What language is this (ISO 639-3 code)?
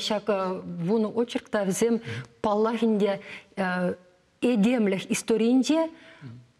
chv